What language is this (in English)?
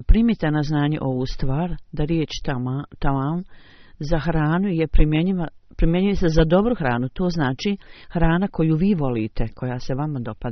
Bosnian